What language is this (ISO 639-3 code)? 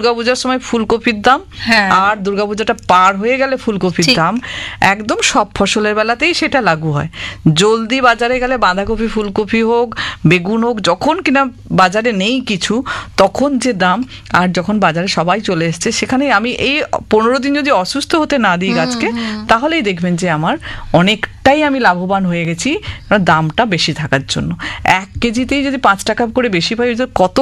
ben